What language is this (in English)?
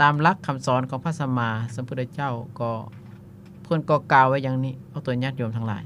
Lao